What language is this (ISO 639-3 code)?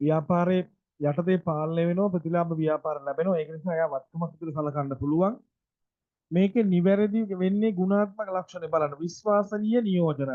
sin